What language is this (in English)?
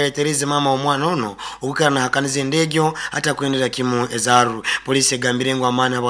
Nyankole